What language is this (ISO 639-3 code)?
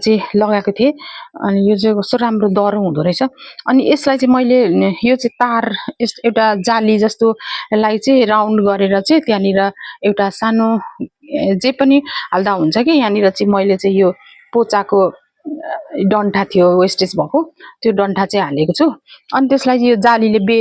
nep